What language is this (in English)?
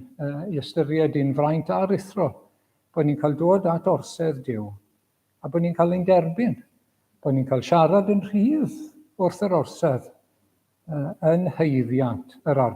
Welsh